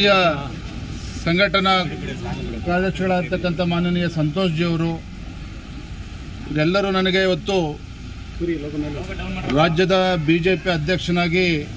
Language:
Kannada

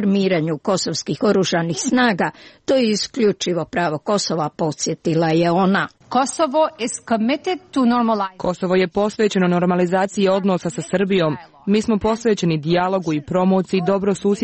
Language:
Serbian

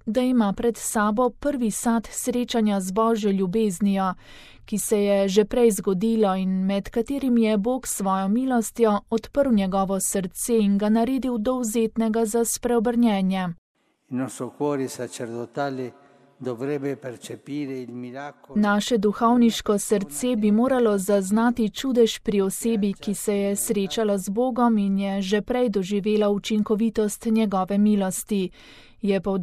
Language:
Slovenian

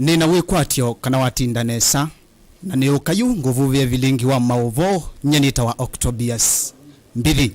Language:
Kamba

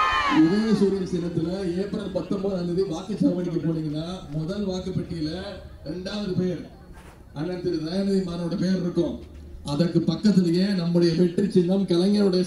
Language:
Tamil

